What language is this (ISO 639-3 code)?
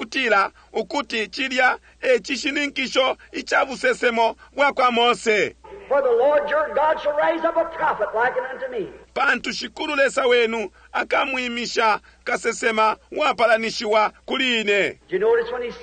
bem